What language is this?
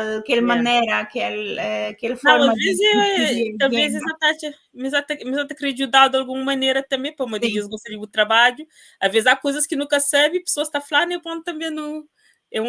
Kabuverdianu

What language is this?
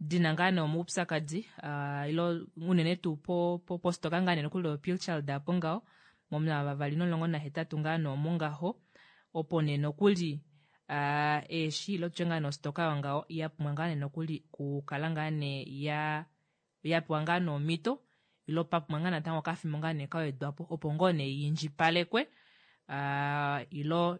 Kuanyama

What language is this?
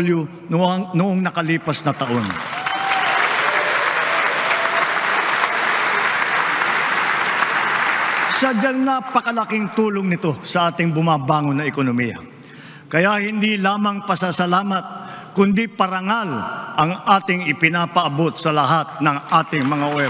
Filipino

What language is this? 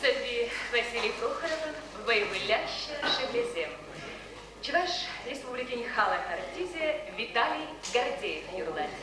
Chuvash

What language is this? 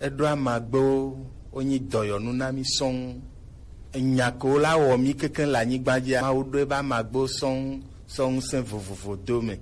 Gen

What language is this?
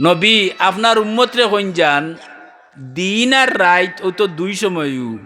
Sylheti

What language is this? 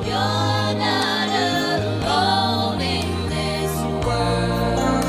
Gilbertese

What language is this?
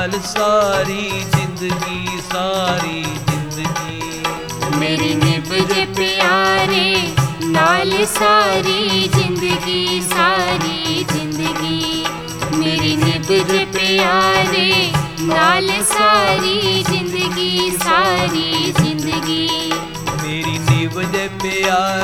Punjabi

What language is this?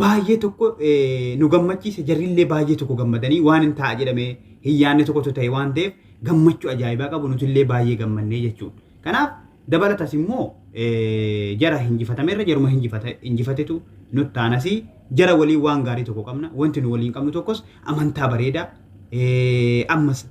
Oromo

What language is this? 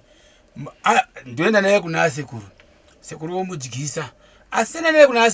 Shona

